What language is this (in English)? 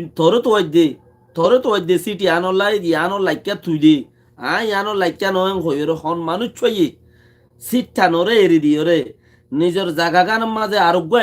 Rohingya